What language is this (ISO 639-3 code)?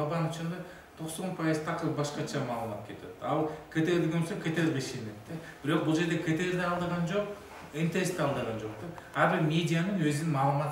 kir